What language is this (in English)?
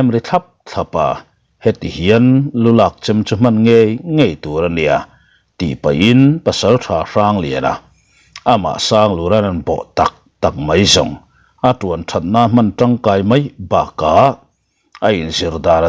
Mizo